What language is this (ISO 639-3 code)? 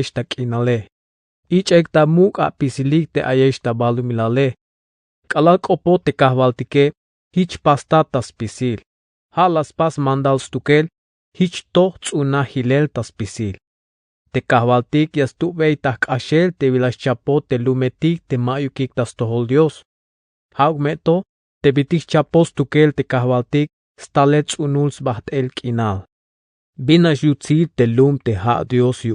tzh